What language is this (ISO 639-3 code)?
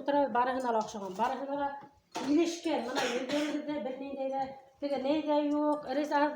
bak